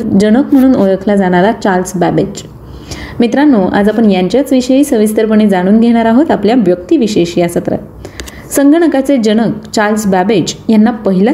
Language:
Marathi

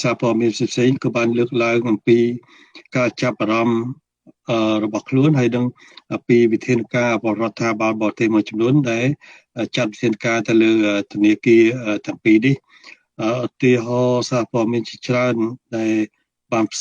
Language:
Khmer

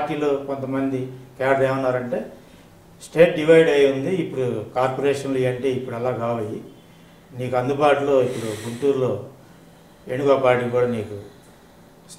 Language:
Telugu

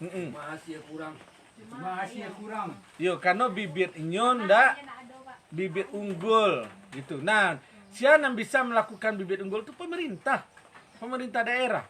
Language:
Minangkabau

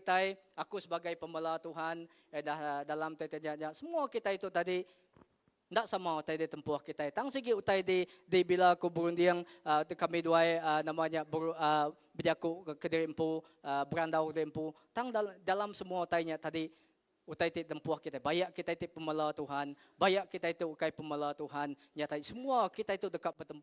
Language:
Iban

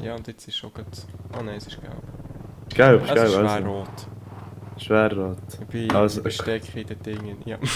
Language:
Swiss German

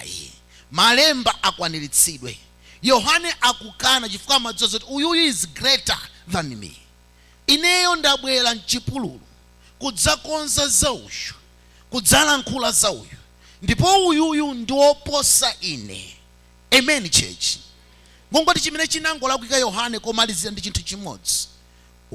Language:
Nyanja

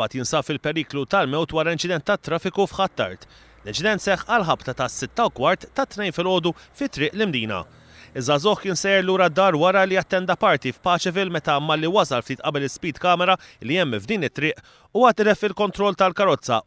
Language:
Maltese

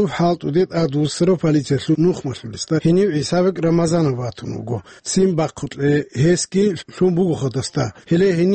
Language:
Avaric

